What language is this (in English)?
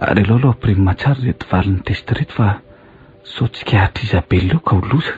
Malagasy